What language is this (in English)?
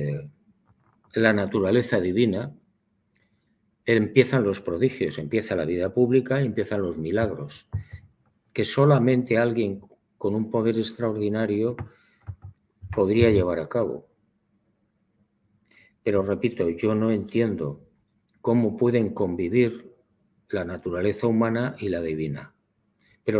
Spanish